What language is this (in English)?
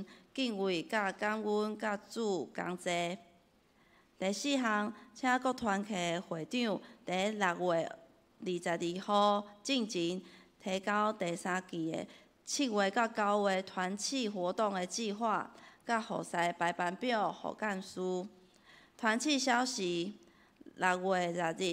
Min Nan Chinese